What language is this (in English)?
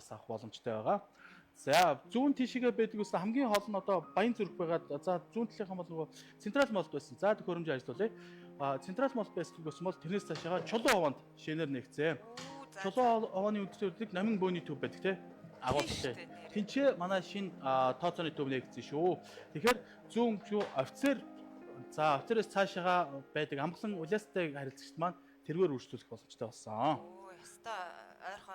Mongolian